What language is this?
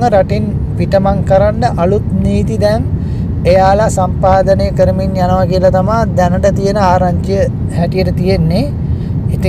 Sinhala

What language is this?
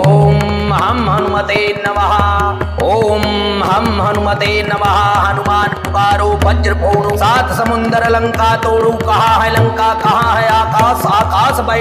Hindi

